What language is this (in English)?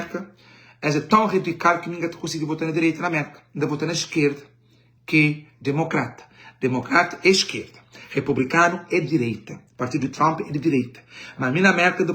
Kabuverdianu